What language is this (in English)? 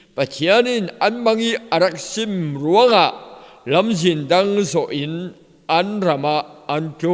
Falam Chin